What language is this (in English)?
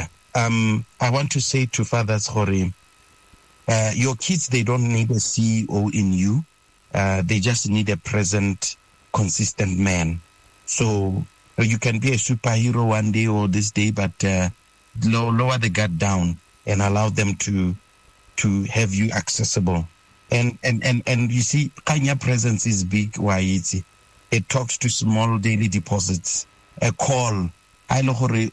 Tswana